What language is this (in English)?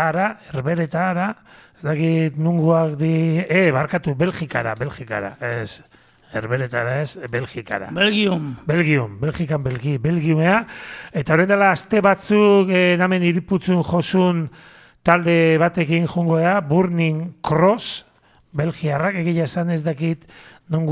Basque